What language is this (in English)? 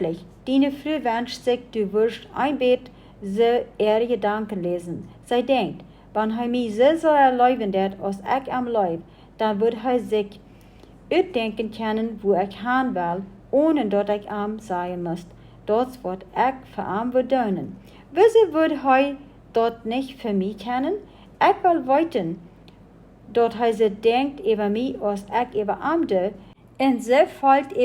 Plautdietsch